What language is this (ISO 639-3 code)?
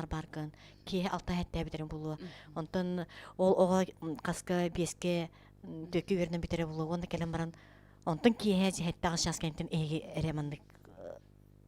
sah